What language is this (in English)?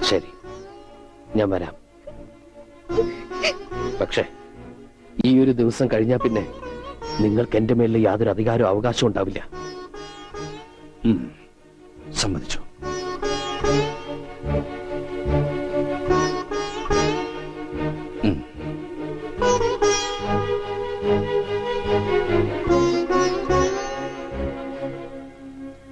Malayalam